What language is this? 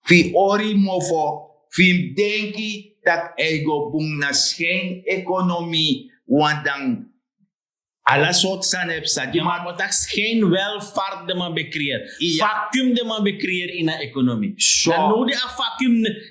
Sranan Tongo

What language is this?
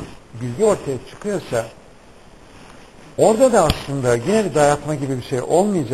Turkish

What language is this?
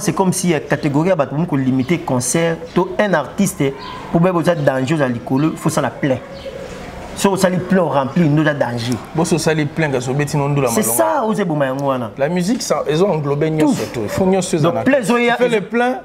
Lingala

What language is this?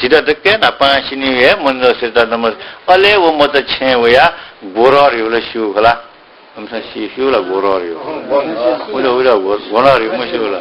Newari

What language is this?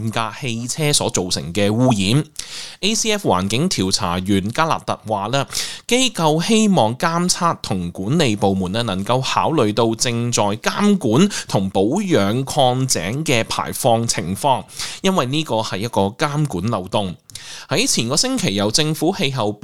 Cantonese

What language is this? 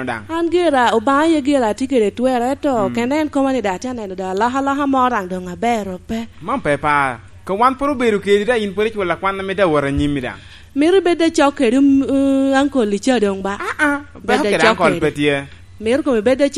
Lango (Uganda)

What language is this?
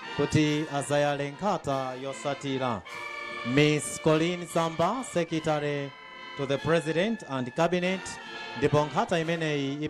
Nyanja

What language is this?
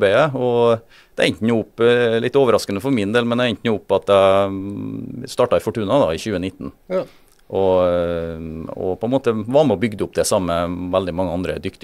Norwegian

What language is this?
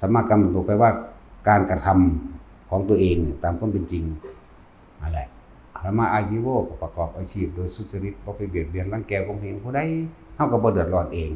Northeastern Thai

